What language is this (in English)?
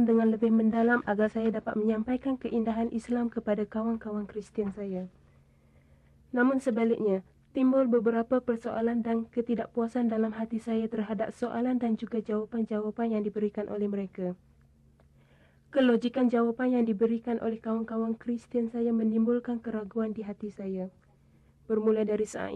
Malay